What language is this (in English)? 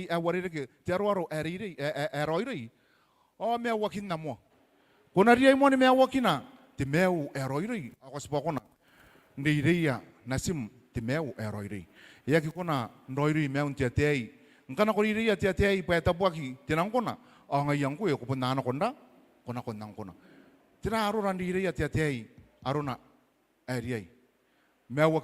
Gilbertese